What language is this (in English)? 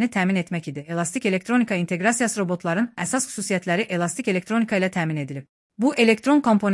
Azerbaijani